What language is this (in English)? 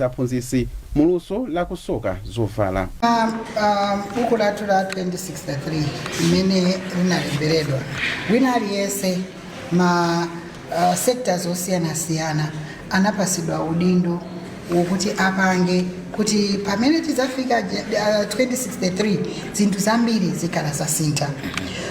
Nyanja